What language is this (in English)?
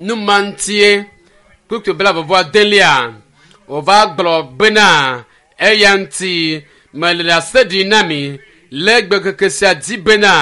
Ewe